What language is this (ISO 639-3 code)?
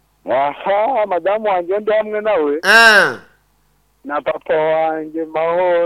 kin